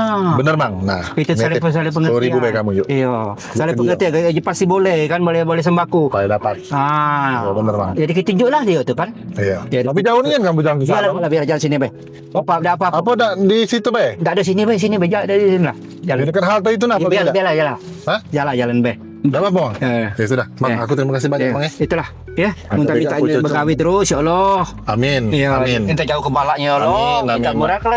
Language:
Musi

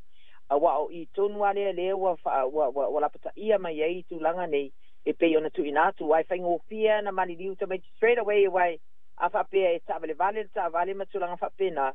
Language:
Samoan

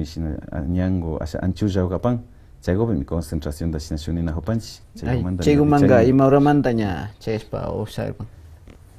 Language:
Imbabura Highland Quichua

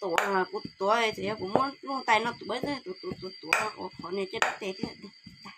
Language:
Hmong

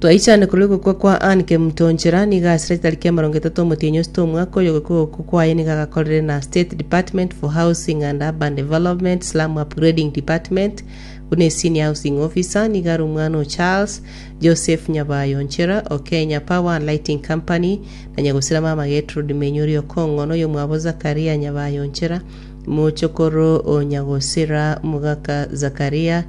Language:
Gusii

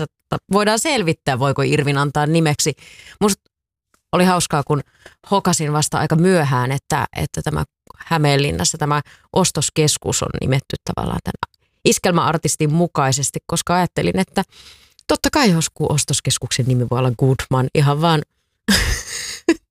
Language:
Finnish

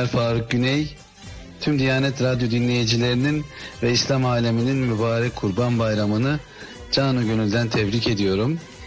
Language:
Turkish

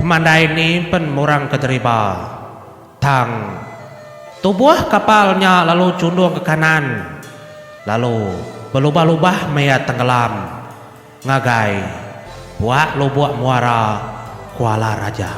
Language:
Iban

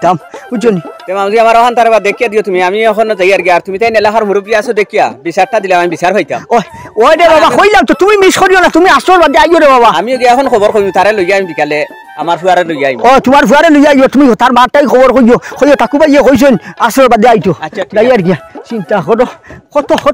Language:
Sylheti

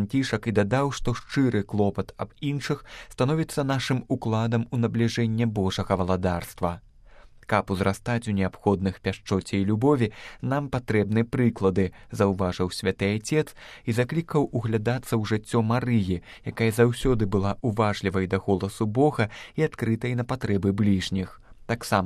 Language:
Belarusian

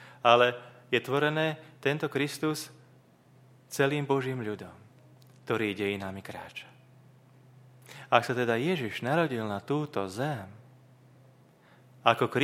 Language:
Slovak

